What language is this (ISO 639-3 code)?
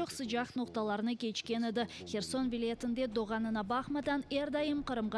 crh